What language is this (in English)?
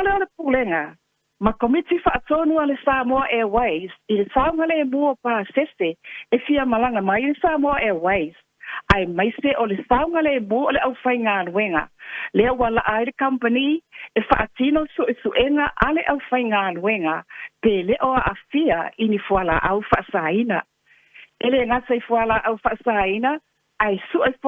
Samoan